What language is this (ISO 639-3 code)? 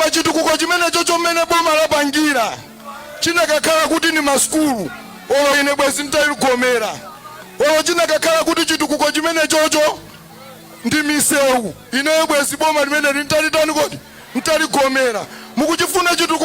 nya